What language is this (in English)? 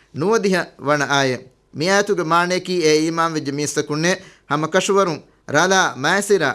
Divehi